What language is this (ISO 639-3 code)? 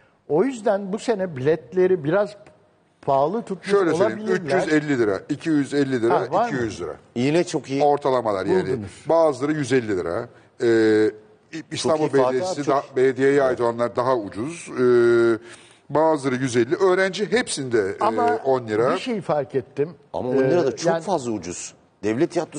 tur